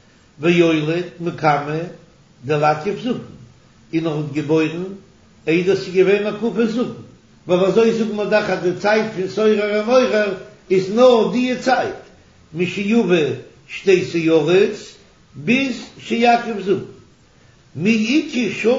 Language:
Yiddish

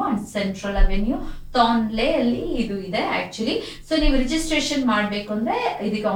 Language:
Kannada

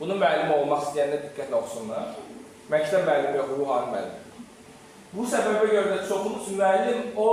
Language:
Azerbaijani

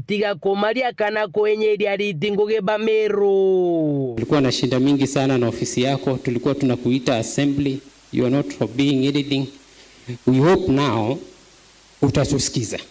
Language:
Meru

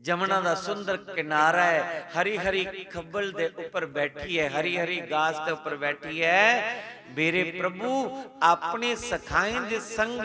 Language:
Dogri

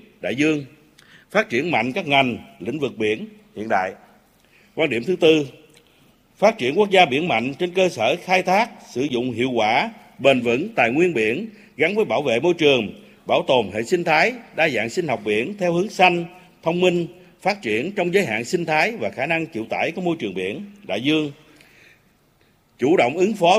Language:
Vietnamese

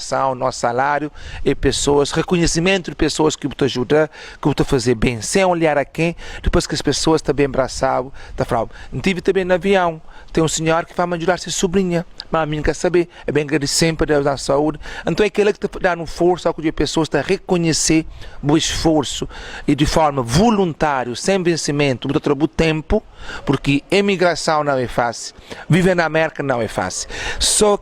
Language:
Kabuverdianu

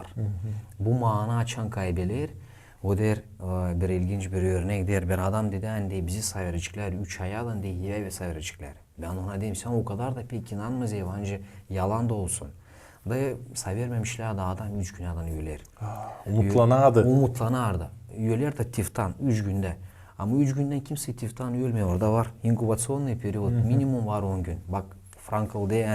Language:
Gagauz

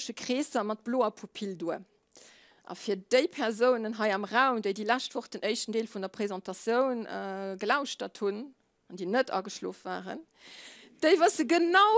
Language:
Luxembourgish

